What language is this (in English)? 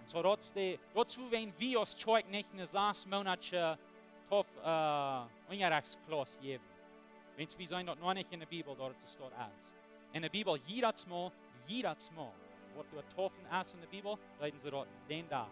Plautdietsch